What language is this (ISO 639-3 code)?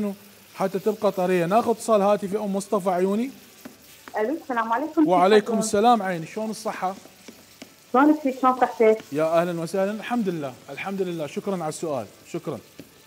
acm